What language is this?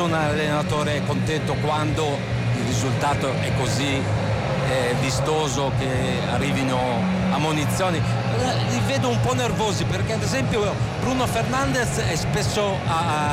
Italian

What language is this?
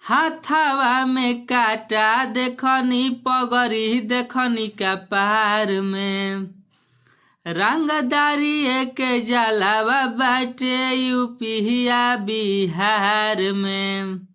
Bhojpuri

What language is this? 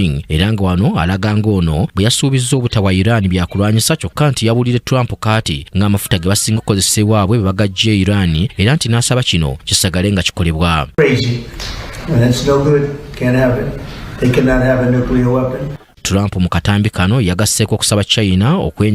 Ganda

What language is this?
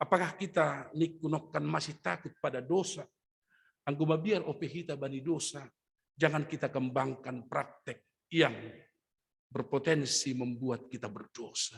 Batak Simalungun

